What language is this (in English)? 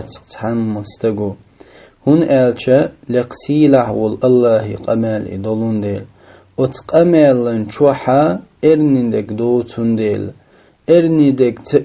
Chechen